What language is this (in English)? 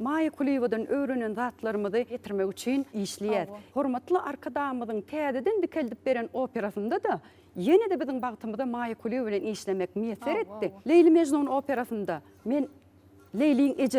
Turkmen